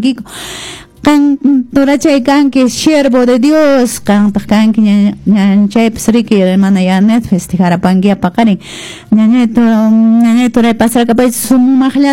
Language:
Quechua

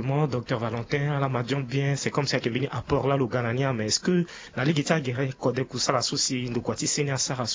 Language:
Sango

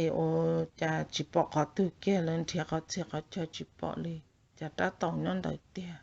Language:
Hmong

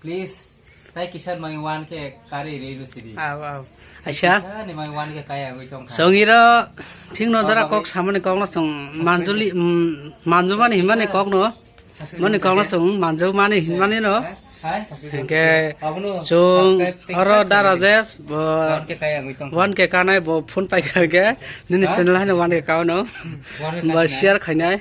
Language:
Kok Borok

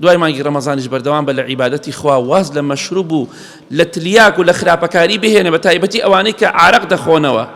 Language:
Central Kurdish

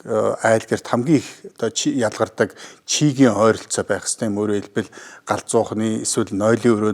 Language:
Mongolian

